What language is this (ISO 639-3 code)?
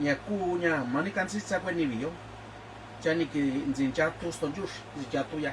mix